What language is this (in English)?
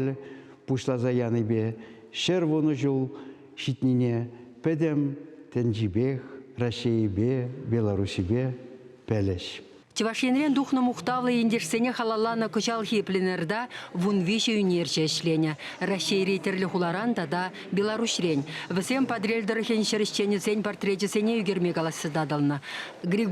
Chuvash